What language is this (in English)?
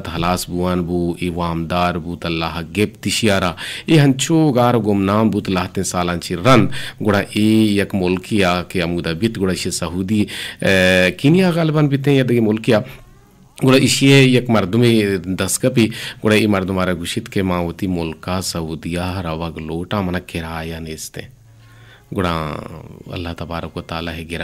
Eastern Balochi